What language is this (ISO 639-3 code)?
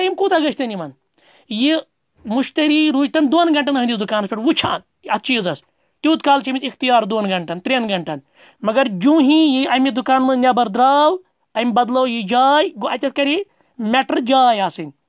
kas